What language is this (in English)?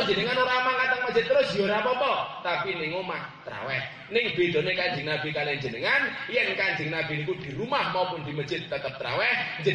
Javanese